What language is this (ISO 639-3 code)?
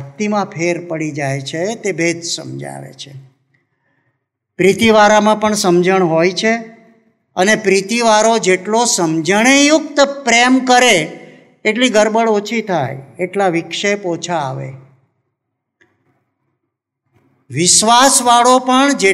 guj